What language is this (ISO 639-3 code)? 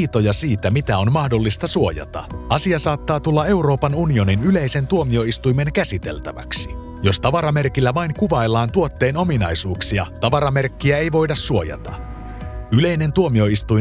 fin